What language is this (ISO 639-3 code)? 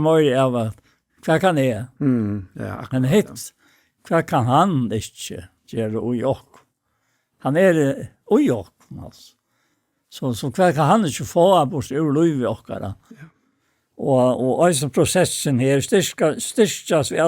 fao